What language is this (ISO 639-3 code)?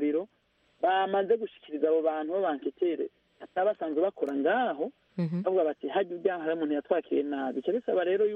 kin